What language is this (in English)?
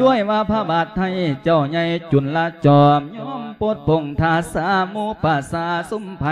Lao